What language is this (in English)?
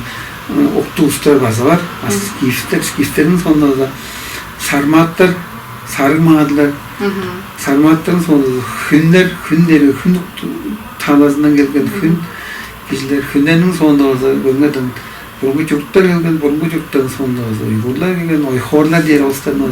Tuvinian